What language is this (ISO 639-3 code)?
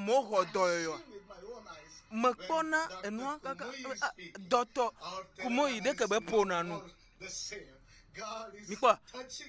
ewe